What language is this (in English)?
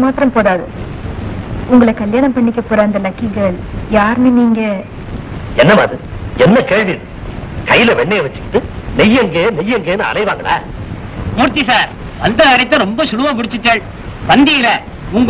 Tamil